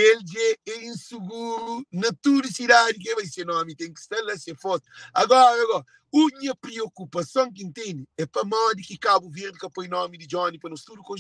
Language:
Kabuverdianu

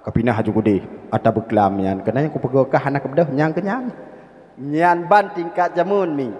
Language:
Achinese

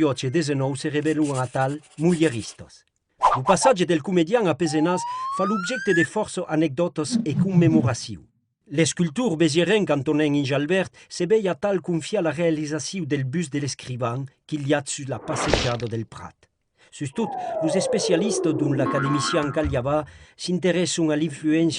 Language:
Occitan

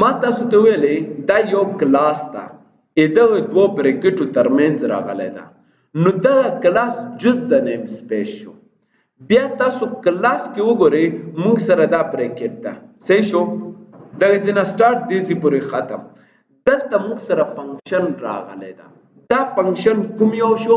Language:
Pashto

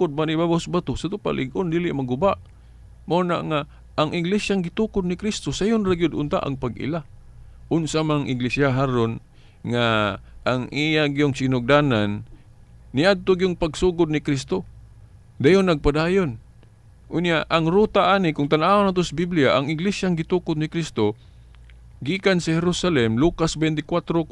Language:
Cebuano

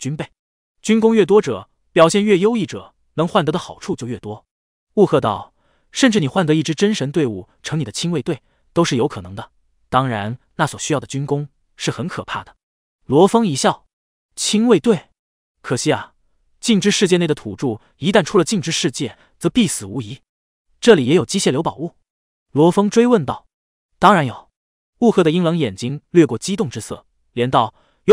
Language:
Chinese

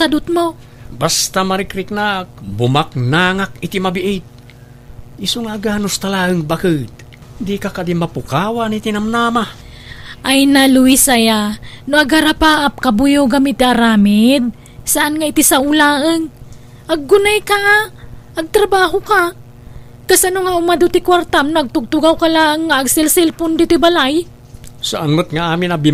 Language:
Iloko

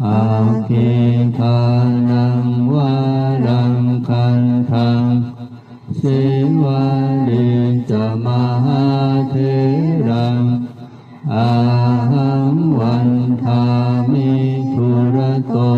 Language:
Pali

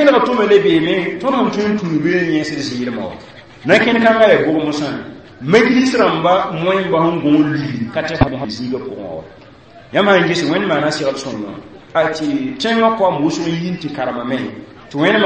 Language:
Mossi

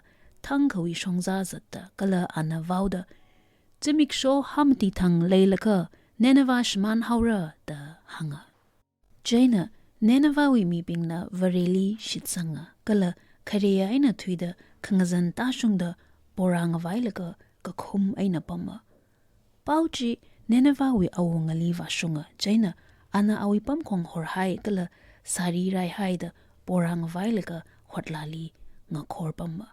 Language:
Tangkhul Naga (India)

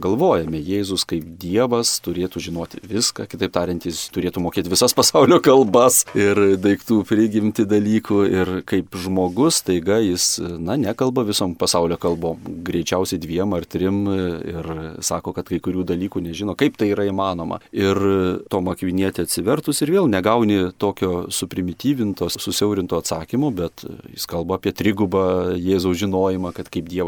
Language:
Lithuanian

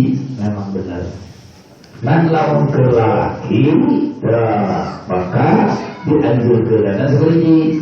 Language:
Sundanese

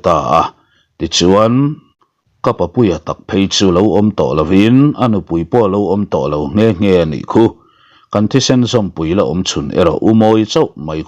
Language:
Mizo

